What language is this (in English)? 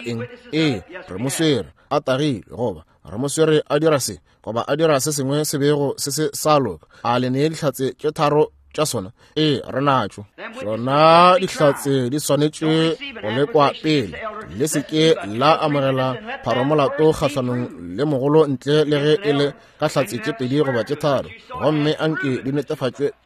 Northern Sotho